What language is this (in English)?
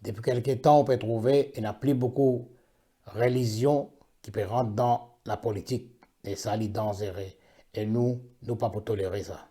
Morisyen